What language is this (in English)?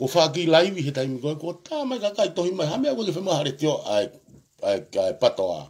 Tongan